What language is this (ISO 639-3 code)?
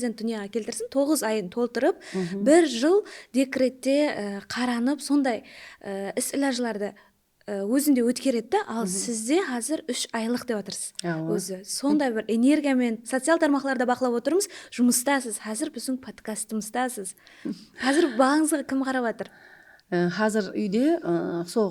kaa